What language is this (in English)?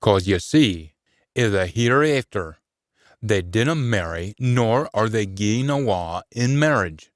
Scots